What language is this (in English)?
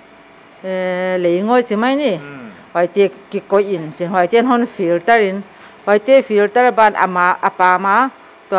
Paite Chin